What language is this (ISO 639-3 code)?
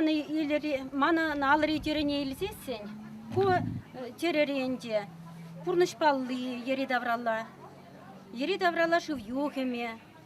chv